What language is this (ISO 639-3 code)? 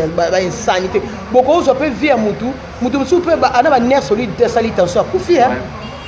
lin